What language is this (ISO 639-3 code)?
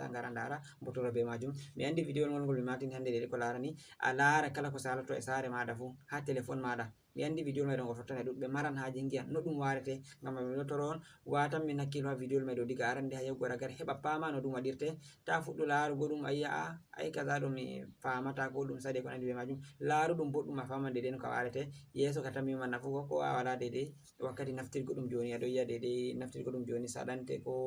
ful